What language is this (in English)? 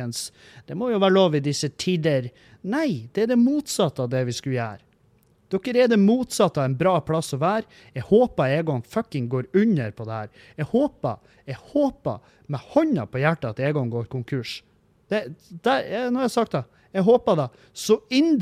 Norwegian